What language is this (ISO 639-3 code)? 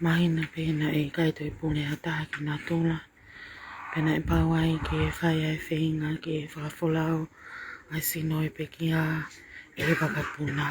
ton